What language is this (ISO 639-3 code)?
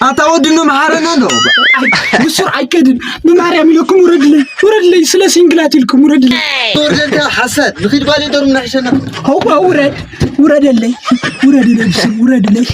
tir